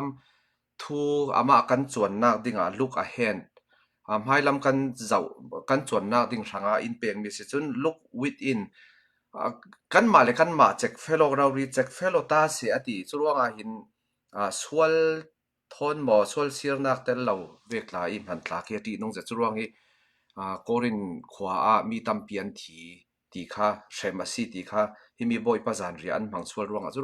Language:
Falam Chin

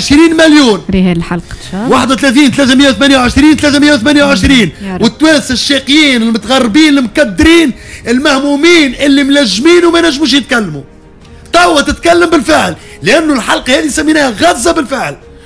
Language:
Tunisian Arabic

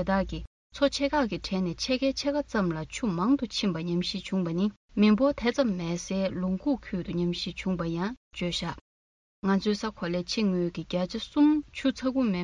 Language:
Tibetan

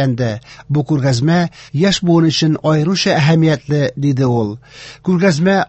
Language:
Tatar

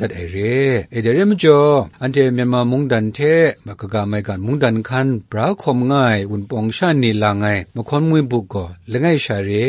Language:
Kachin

